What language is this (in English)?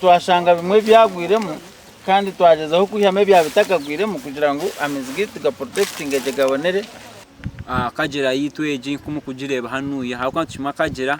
Nyankole